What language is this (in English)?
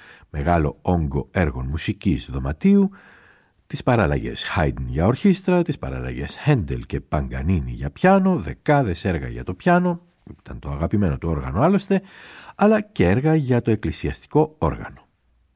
Greek